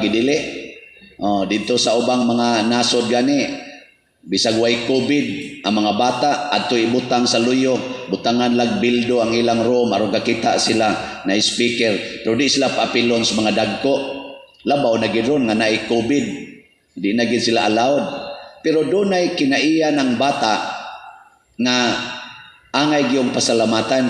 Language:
Cebuano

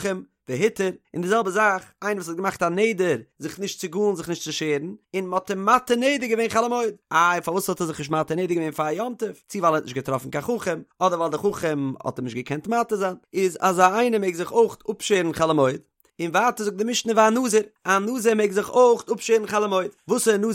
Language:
Yiddish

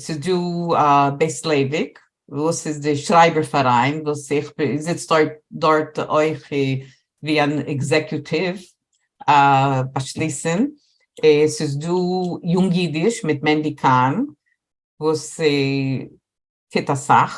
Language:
Yiddish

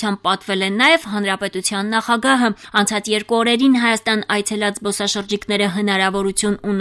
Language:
Armenian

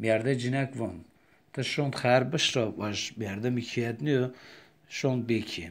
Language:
Zaza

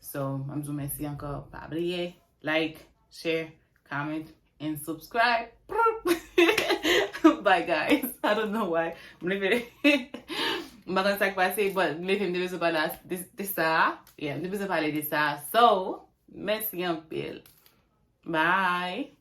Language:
Haitian Creole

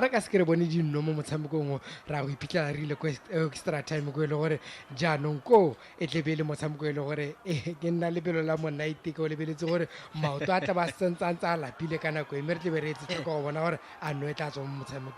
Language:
Tswana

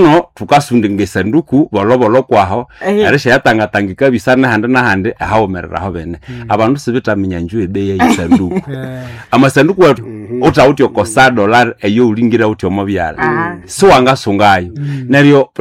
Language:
Nande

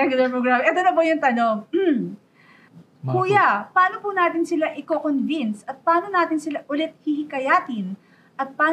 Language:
Filipino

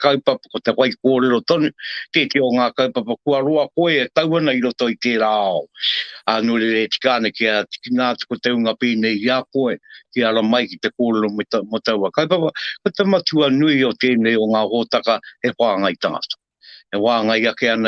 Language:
Māori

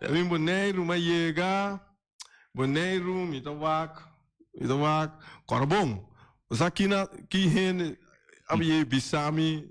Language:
Papiamento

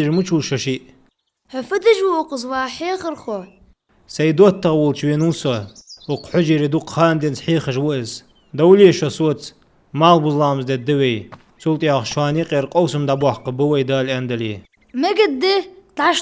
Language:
Ingush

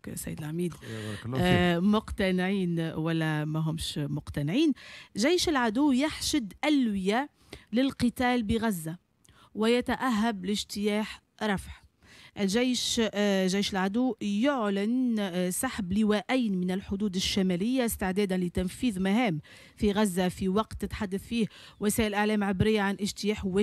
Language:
Tunisian Arabic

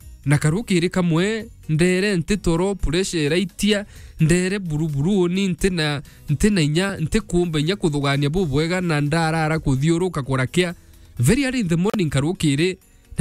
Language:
Meru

